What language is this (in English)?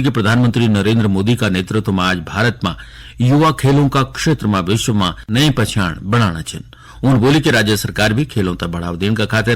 Garhwali